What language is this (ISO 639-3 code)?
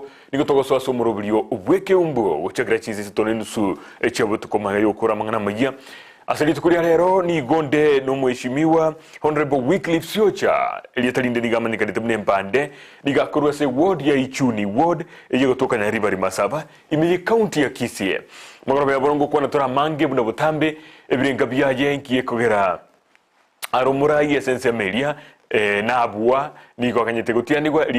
guz